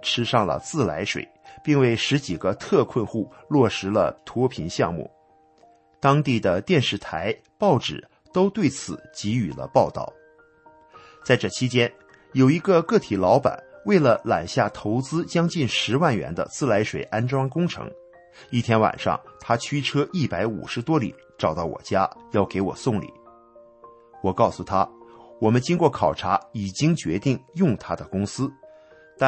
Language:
Chinese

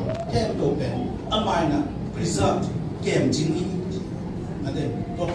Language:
Tedim Chin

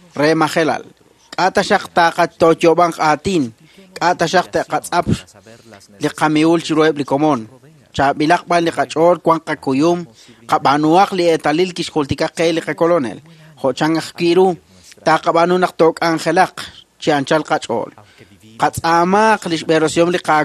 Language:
Kekchí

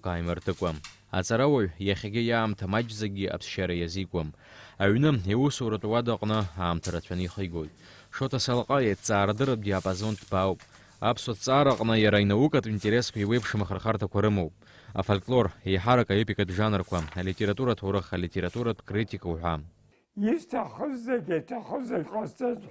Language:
Abkhazian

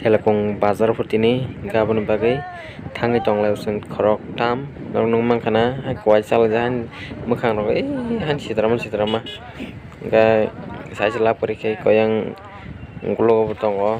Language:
Kok Borok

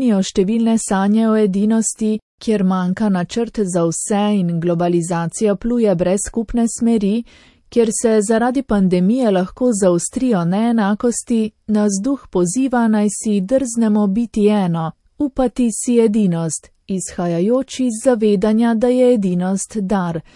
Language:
Slovenian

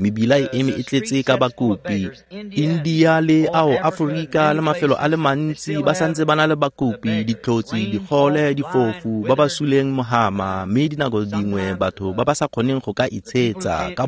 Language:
Tswana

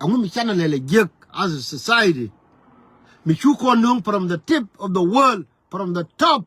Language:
Nuer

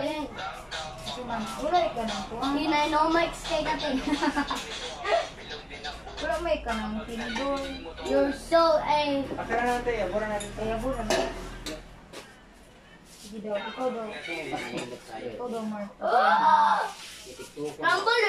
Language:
Filipino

